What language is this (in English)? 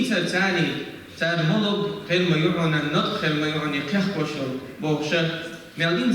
Chechen